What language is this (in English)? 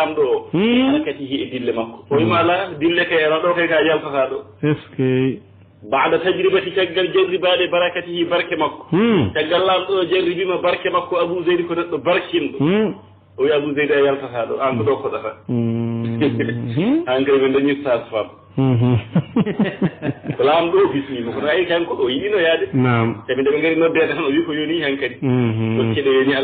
Fula